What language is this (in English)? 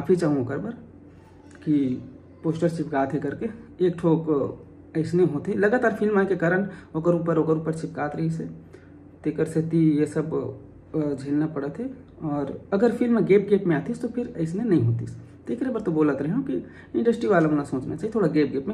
Chhattisgarhi